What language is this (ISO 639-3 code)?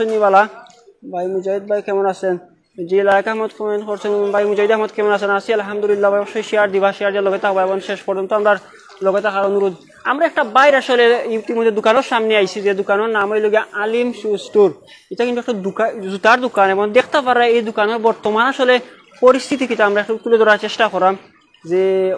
syl